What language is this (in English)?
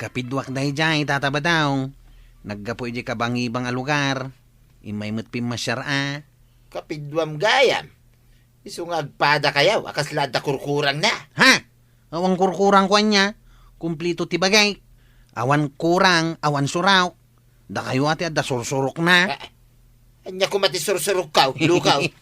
Iloko